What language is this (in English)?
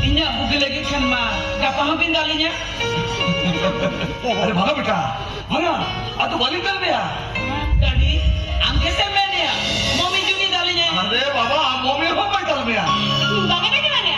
Santali